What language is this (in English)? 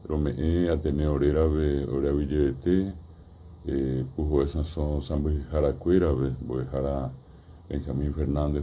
Guarani